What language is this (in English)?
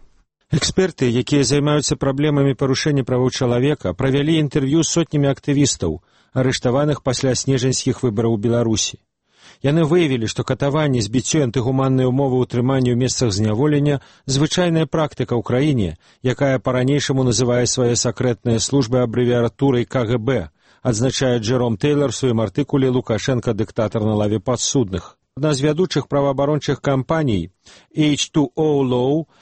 Belarusian